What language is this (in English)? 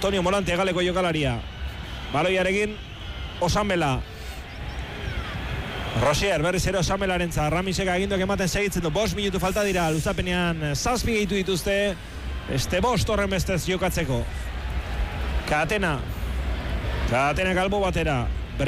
Basque